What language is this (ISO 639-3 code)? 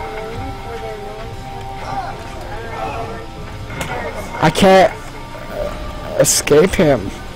eng